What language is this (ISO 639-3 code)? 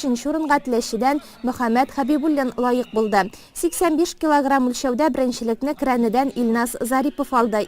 tat